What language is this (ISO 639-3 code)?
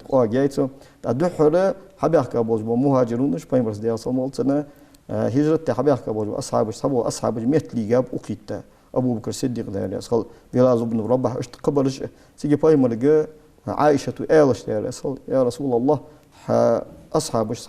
inh